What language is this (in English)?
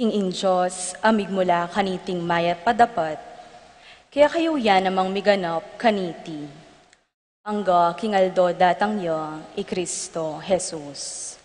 Pampanga